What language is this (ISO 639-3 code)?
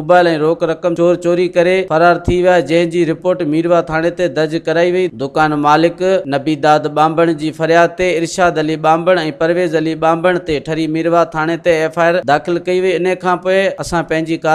snd